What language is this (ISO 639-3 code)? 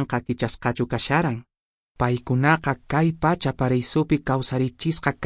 que